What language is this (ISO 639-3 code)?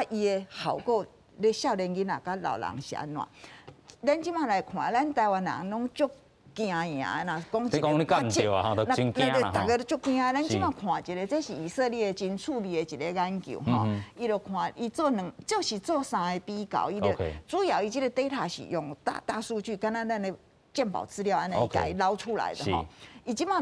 nan